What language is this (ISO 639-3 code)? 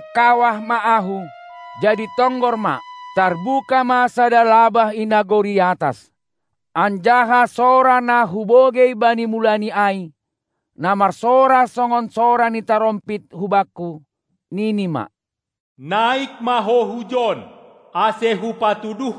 bts